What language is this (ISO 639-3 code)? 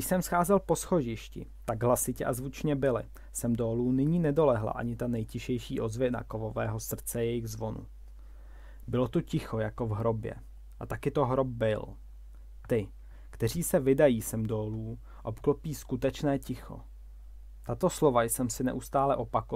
ces